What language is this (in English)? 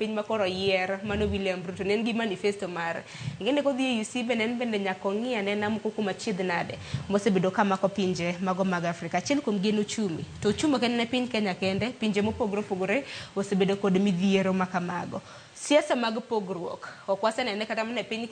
Luo (Kenya and Tanzania)